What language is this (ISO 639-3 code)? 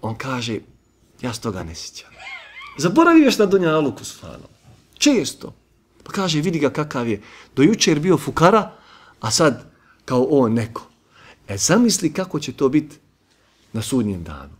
bos